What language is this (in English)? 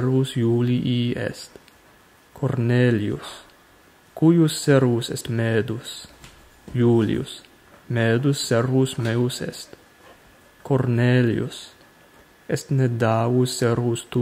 Latin